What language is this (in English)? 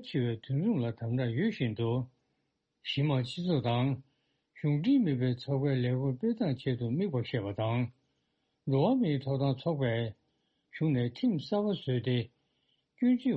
Tibetan